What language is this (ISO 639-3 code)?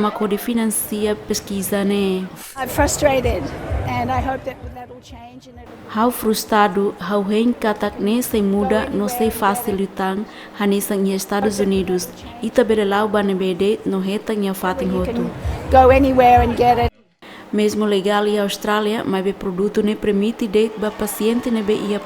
tet